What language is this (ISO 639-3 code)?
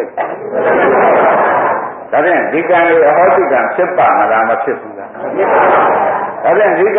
mya